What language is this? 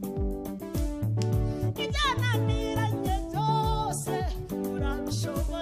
Kinyarwanda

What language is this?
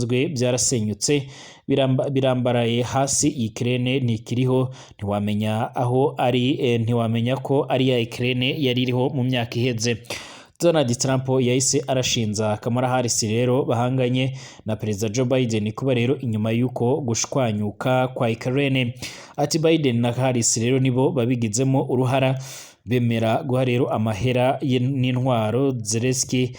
Rundi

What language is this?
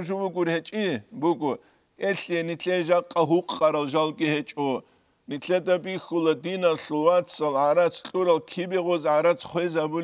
Avaric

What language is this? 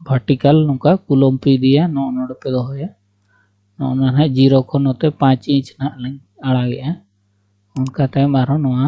Santali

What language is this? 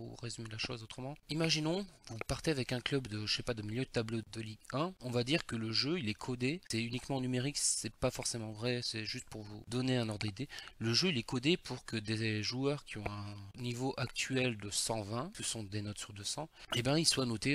French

